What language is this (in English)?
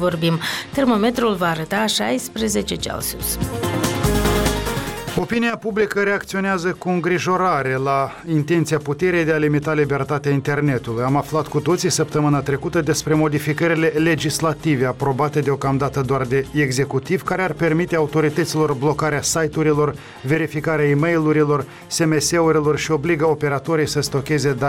Romanian